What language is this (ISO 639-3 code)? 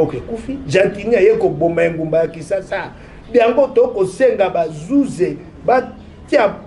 lin